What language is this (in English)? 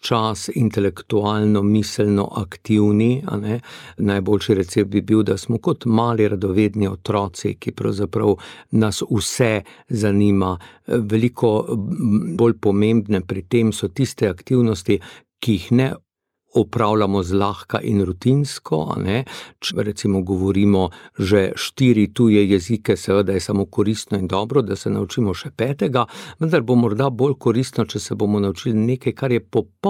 Slovenian